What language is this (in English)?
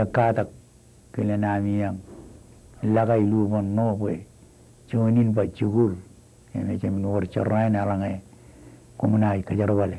Marshallese